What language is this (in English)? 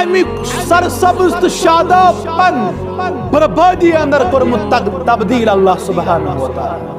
Kashmiri